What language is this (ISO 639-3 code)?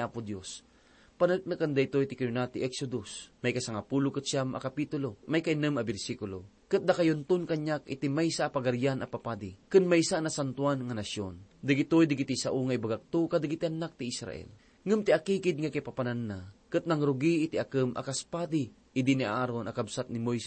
ilo